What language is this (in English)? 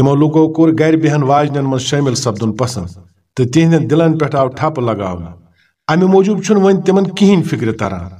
Kashmiri